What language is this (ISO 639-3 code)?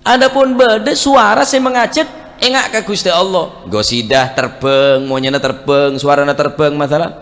mad